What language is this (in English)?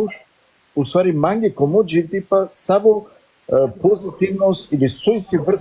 Balkan Romani